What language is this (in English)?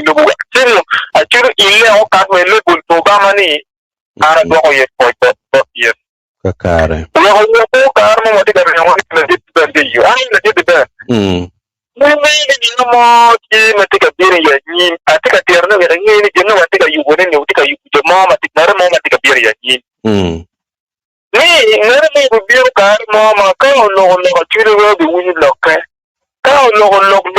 Acoli